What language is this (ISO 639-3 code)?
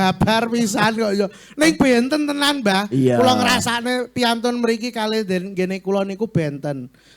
jav